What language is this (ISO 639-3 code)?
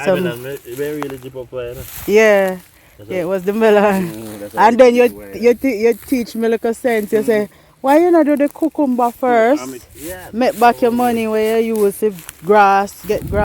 jam